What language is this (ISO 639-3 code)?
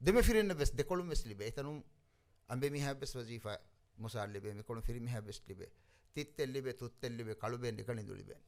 div